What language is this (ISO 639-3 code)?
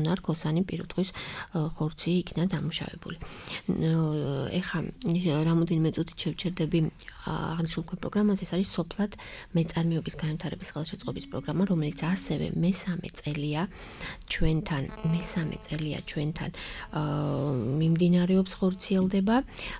kat